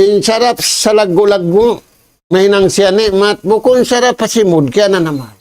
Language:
Tausug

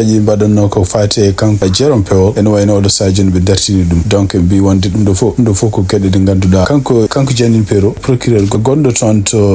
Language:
Fula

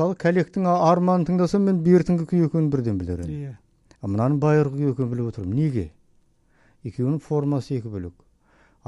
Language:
Kazakh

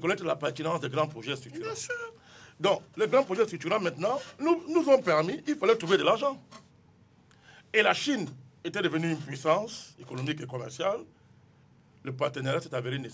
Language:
French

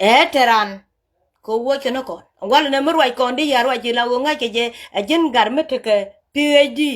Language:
Nuer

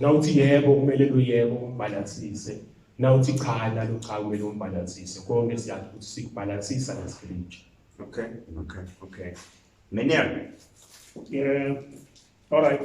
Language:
Zulu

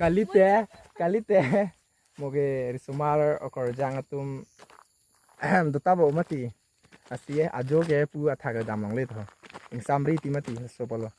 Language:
Karbi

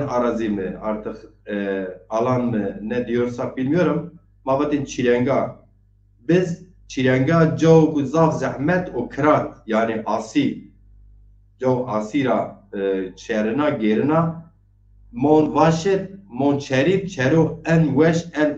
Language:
Zaza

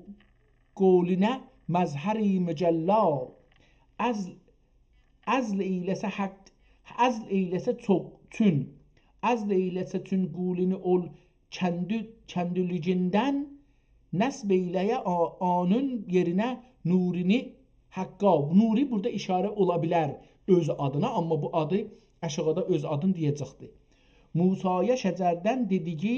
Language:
South Azerbaijani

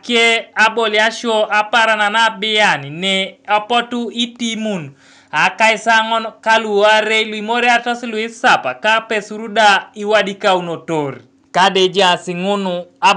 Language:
Teso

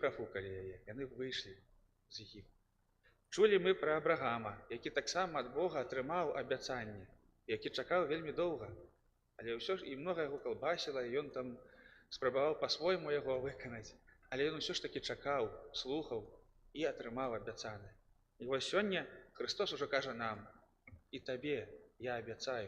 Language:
Belarusian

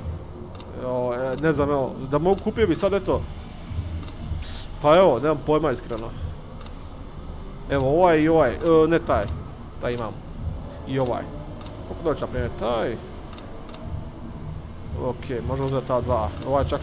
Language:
Croatian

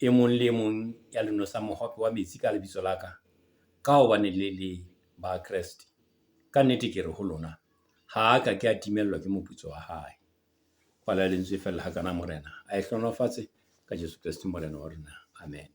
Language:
Southern Sotho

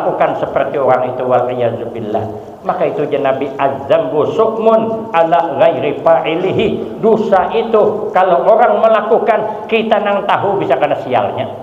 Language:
Banjar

